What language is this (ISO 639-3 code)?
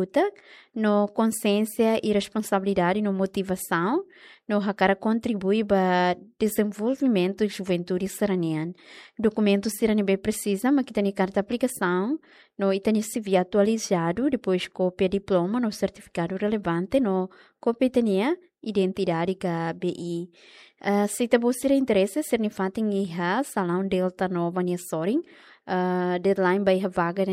tet